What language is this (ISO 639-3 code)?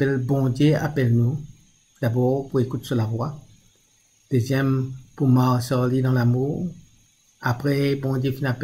mfe